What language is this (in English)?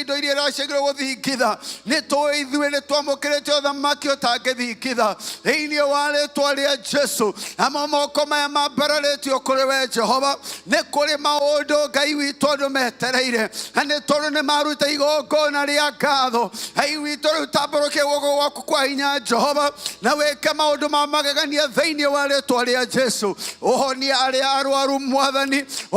Kikuyu